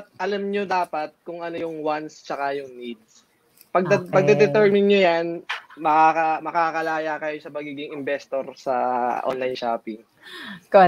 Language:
Filipino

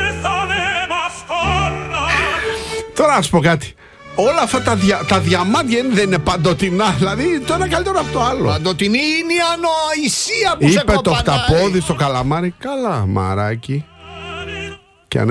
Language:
Greek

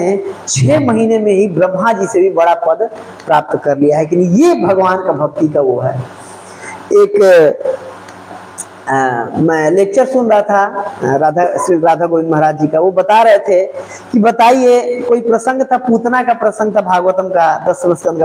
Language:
Hindi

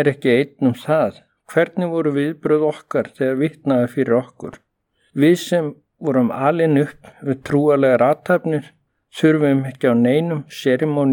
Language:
Icelandic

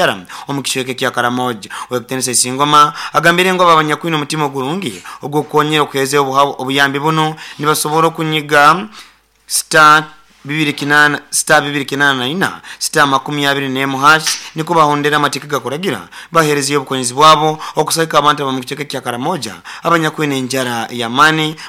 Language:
Nyoro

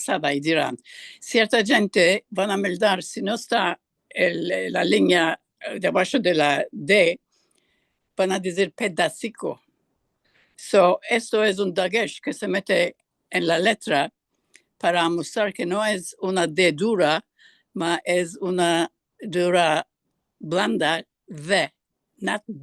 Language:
Ladino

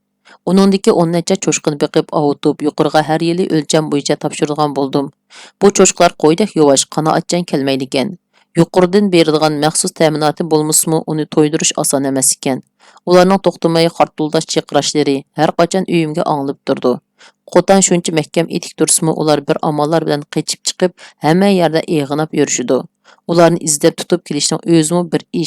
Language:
Uyghur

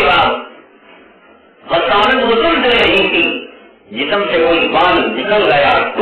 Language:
Urdu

